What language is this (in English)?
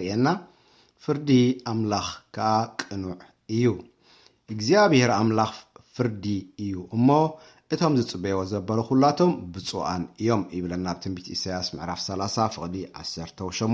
Tigrinya